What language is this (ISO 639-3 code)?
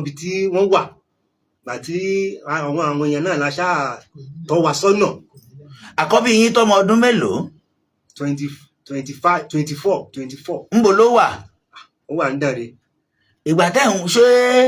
yor